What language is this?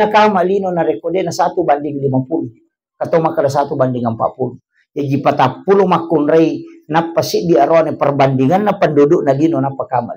Buginese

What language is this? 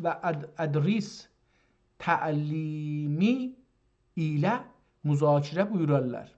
South Azerbaijani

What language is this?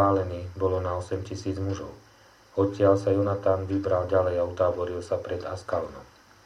Slovak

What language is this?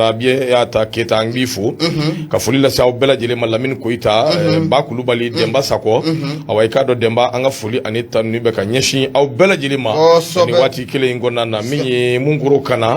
Bambara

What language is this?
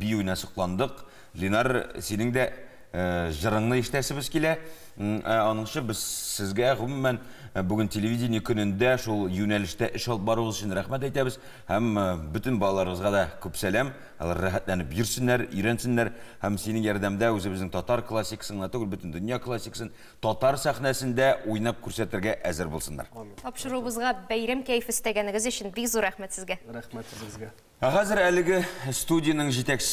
Tatar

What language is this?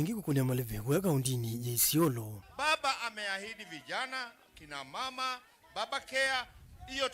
Kamba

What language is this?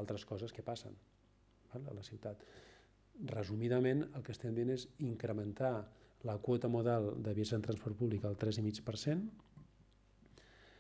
Catalan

